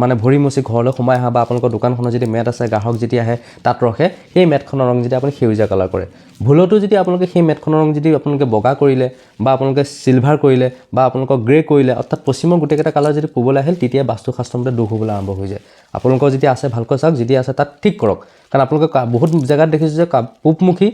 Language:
Assamese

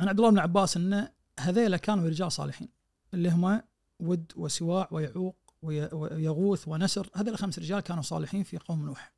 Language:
Najdi Arabic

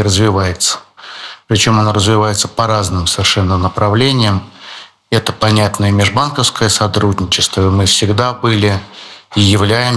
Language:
Russian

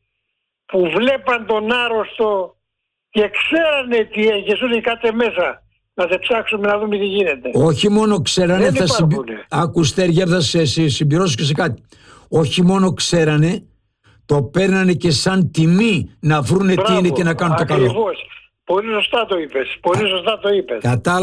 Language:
Greek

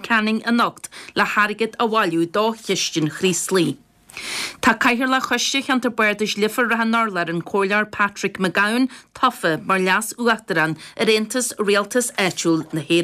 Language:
Irish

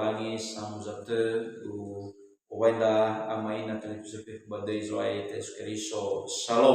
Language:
Nias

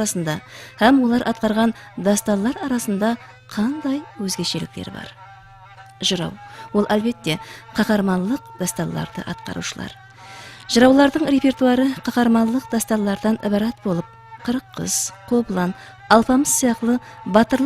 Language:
Kara-Kalpak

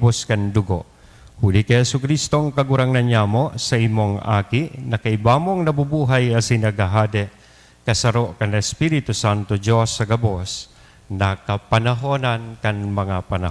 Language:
Bikol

